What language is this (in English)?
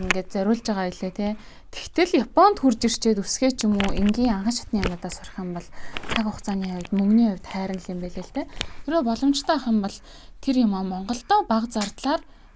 Mongolian